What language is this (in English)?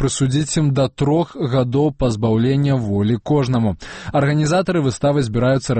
Belarusian